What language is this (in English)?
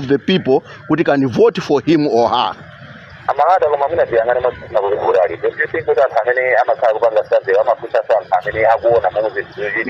Nyanja